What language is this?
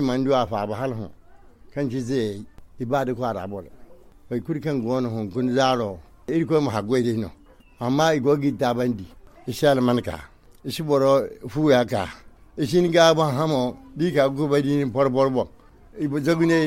Zarma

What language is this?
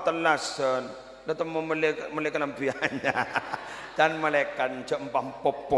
Madurese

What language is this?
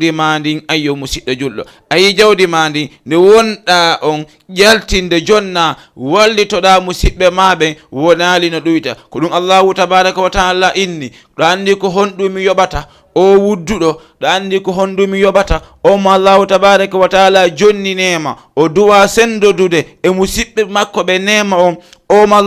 Fula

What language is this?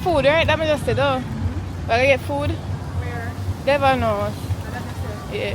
Jamaican Creole English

